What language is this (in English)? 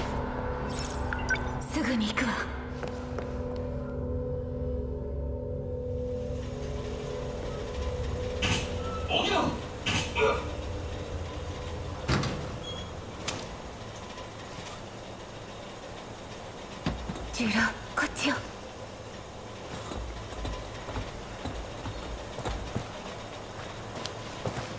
Japanese